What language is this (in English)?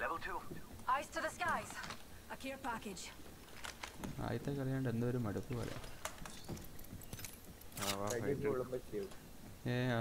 Malayalam